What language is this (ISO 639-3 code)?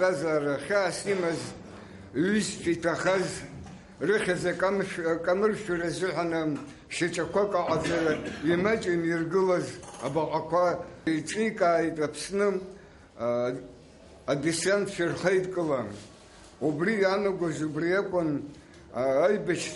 abk